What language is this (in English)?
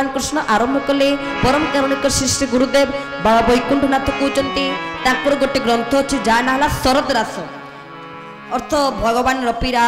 Odia